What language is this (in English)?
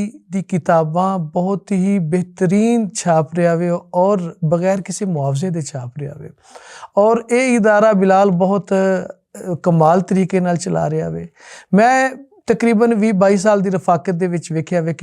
Western Panjabi